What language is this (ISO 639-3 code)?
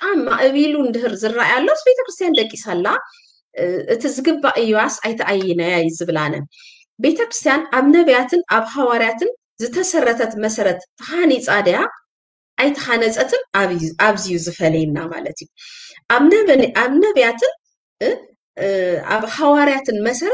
tir